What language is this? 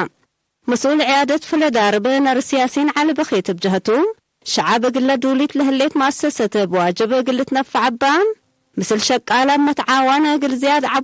Tigre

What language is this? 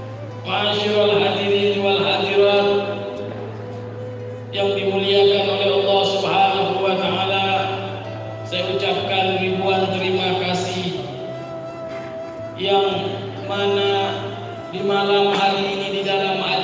Indonesian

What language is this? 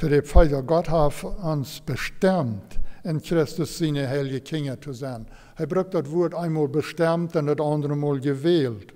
Plautdietsch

